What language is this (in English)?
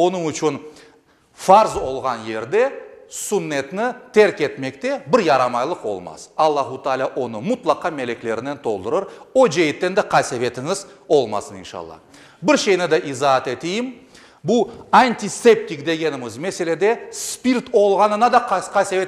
Crimean Tatar